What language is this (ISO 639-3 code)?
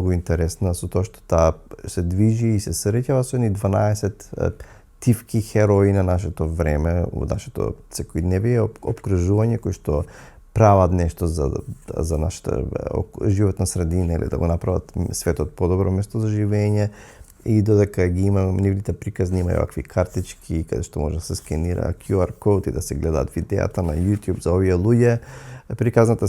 mkd